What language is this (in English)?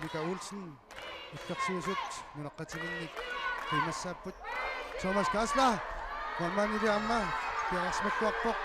Kalaallisut